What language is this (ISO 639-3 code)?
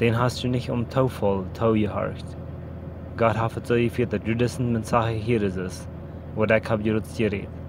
pdt